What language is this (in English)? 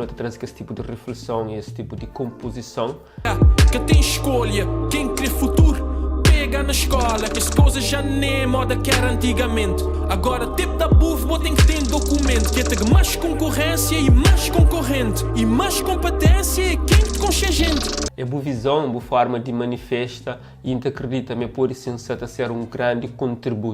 Kabuverdianu